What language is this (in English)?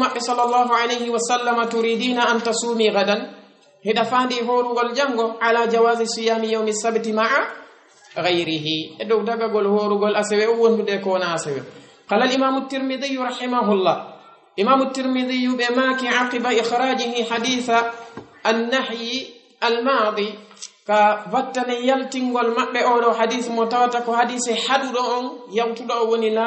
Fula